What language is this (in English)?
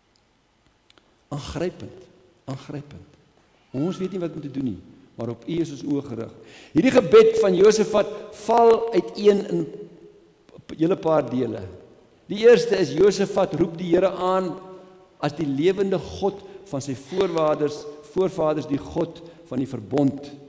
Afrikaans